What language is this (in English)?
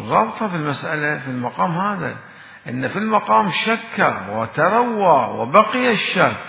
Mesopotamian Arabic